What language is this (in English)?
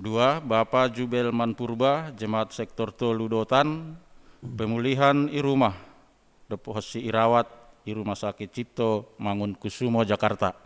Batak Simalungun